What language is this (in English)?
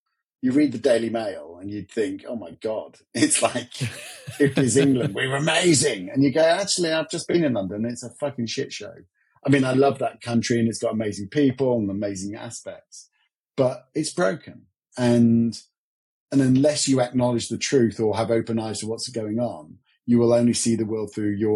English